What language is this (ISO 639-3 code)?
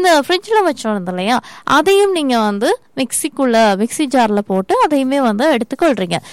tam